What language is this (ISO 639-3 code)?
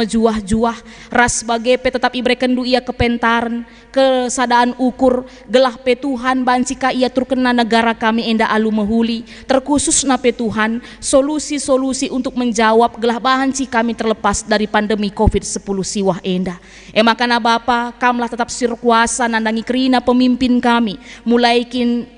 btx